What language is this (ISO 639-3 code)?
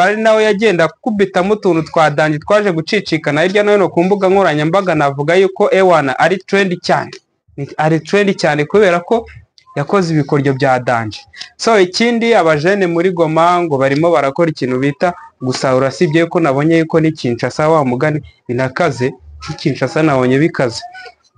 kin